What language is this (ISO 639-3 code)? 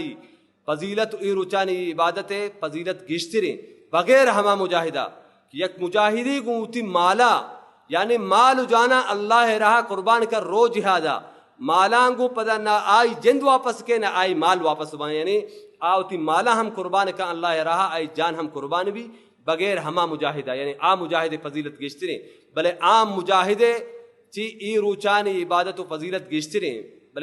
bal